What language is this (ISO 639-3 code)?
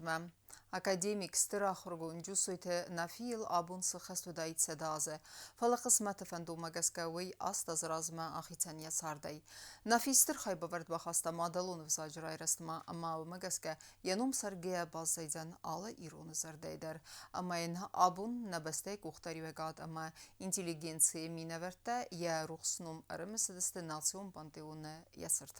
oss